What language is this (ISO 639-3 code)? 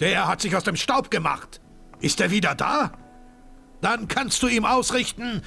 bar